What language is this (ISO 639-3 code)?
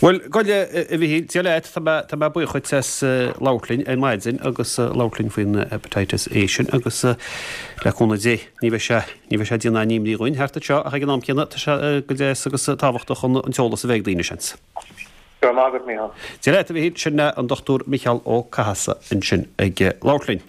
gle